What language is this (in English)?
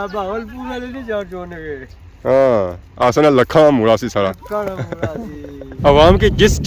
Pahari-Potwari